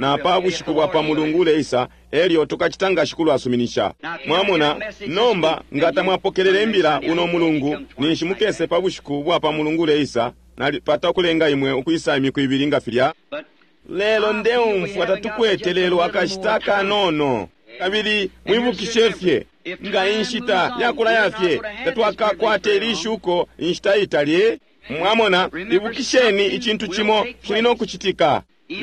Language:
Bemba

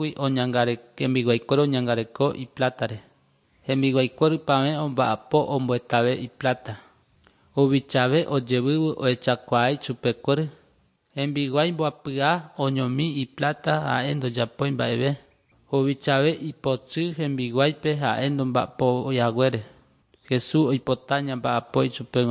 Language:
Guarani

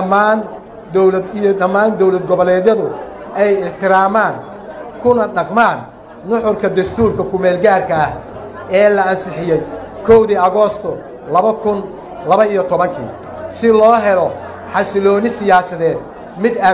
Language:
Somali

